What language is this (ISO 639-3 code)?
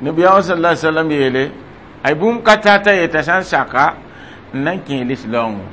mos